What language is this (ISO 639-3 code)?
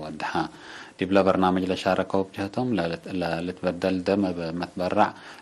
tig